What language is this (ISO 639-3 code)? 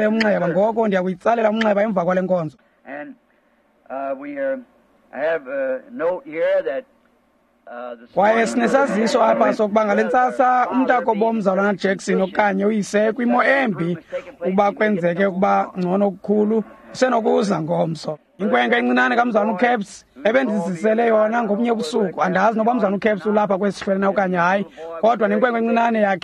xho